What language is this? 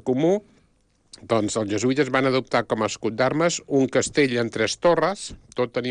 Catalan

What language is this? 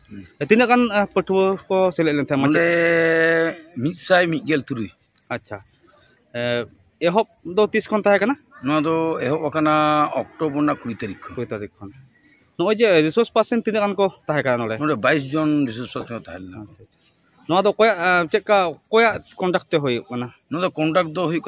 Santali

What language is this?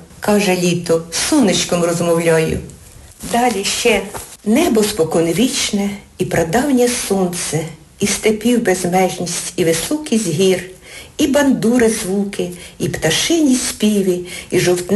Ukrainian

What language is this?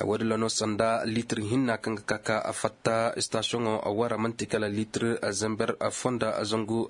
Koyraboro Senni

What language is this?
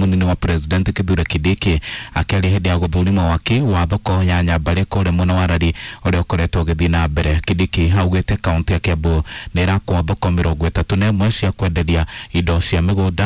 Kikuyu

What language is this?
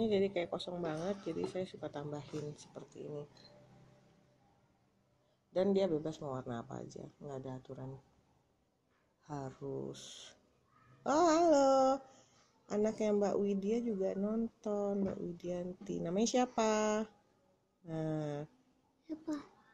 Indonesian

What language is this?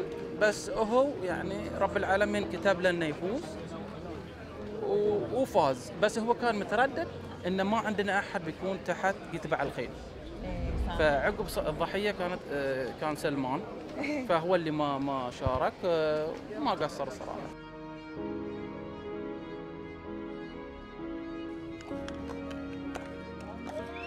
Gulf Arabic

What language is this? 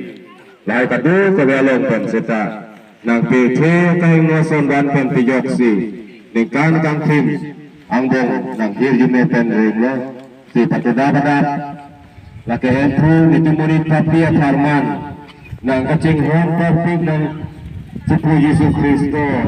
Karbi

